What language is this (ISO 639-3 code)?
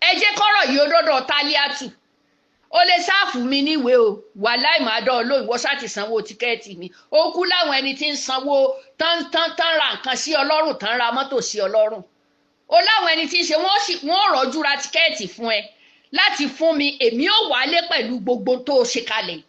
yor